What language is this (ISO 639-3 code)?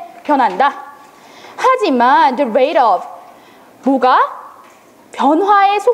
kor